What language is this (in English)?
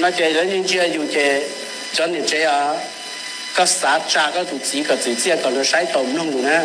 Hmong